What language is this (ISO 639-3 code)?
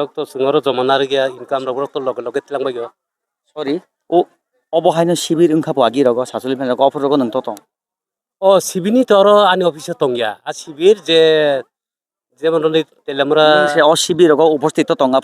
trp